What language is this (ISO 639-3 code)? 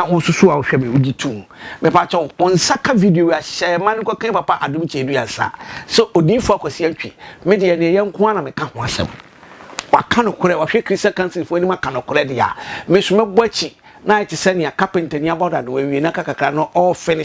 aka